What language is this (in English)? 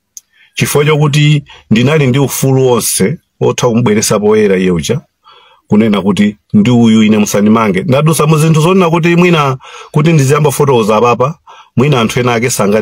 Nyanja